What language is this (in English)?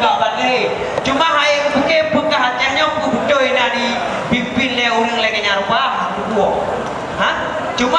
Achinese